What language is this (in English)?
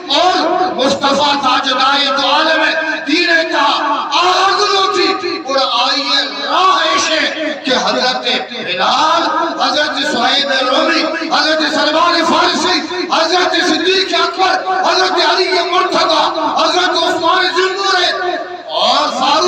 Eastern Balochi